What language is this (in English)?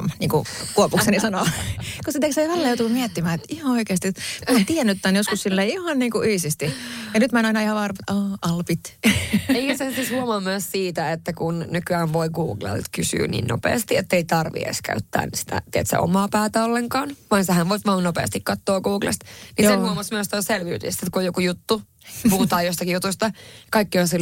Finnish